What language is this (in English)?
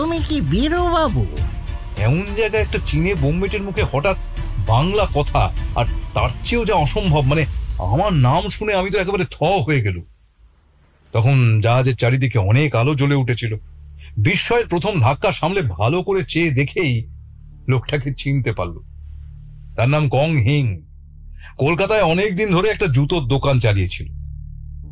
Bangla